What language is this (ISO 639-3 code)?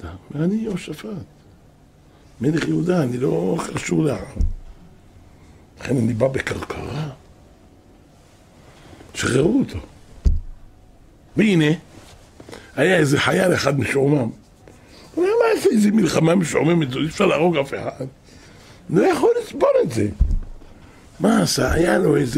heb